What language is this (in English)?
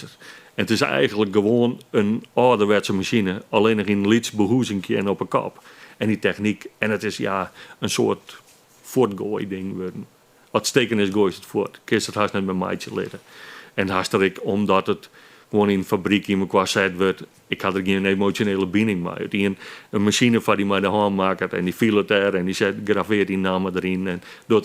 Western Frisian